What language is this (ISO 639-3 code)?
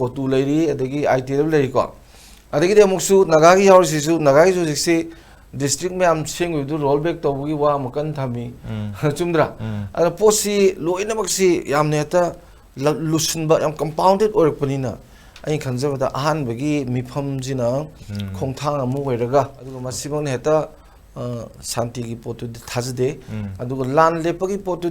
mni